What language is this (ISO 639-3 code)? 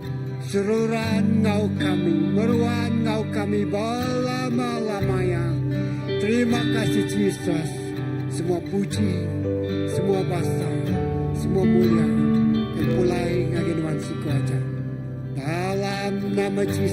iba